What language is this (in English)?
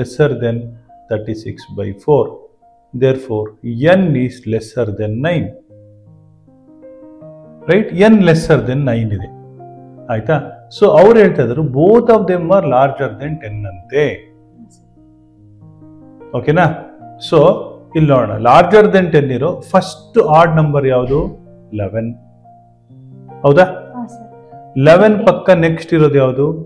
Kannada